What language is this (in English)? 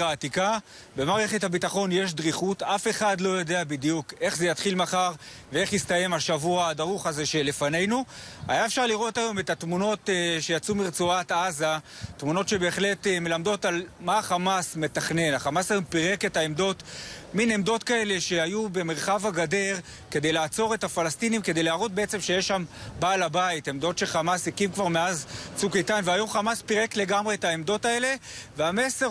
Hebrew